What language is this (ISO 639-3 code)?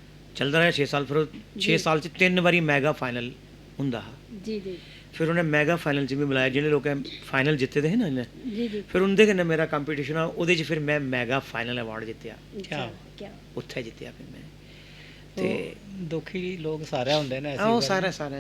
doi